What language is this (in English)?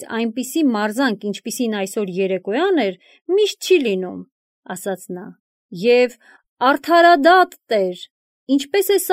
Armenian